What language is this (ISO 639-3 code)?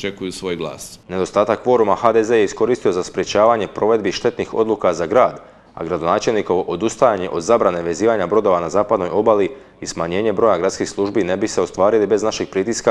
hrv